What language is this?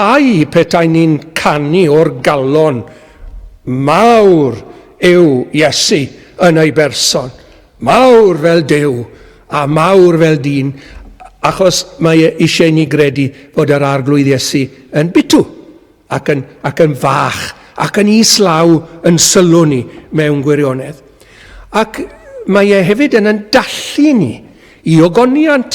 Welsh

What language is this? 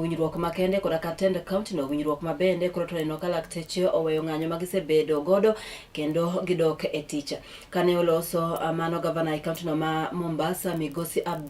Luo (Kenya and Tanzania)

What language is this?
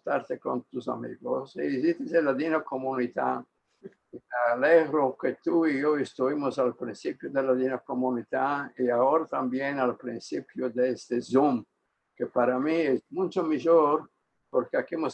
Ladino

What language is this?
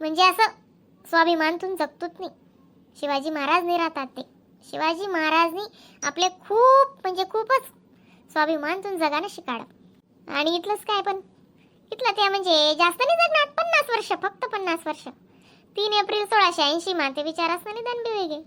Khandesi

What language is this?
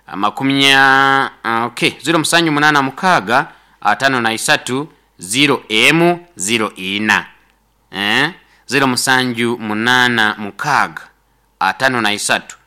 Nyoro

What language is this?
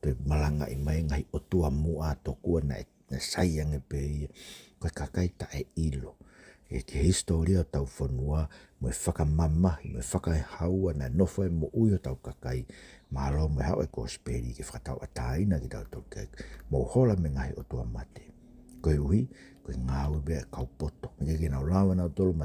Tongan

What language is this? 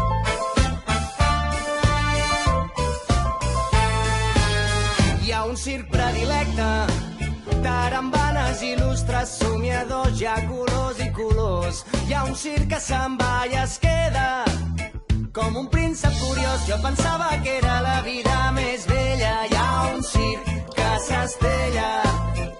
Catalan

